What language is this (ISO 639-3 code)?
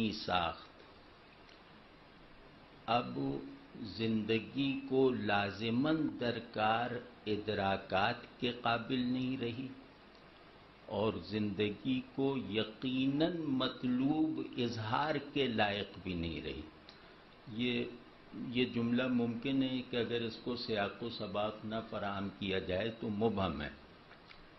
urd